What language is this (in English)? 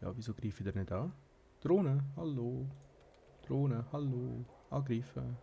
Swiss German